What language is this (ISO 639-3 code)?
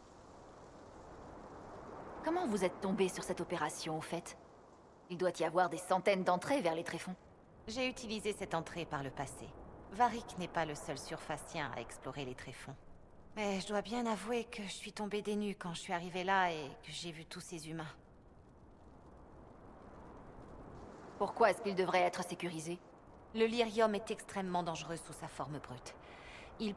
fra